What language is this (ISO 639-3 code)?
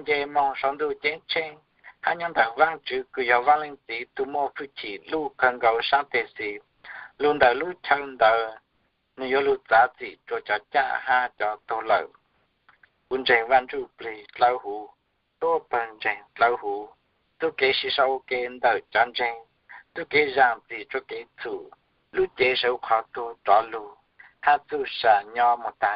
hmn